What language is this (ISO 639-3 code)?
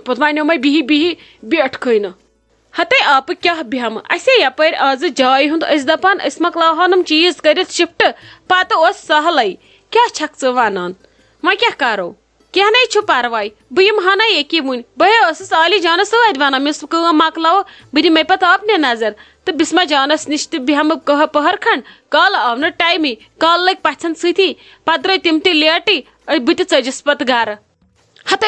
kas